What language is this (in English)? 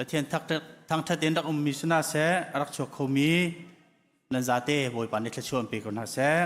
Hakha Chin